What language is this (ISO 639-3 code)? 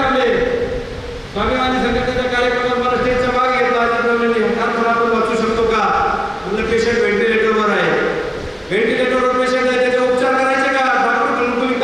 mar